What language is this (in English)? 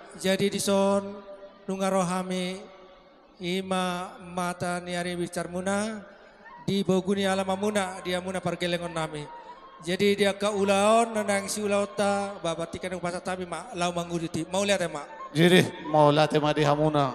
Batak Toba